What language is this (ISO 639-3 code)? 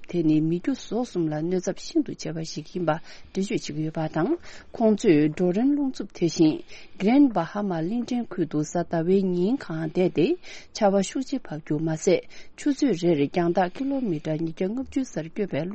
bod